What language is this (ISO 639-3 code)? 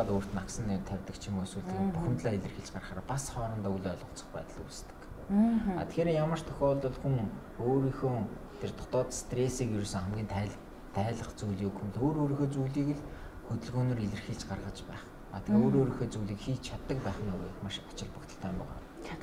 mon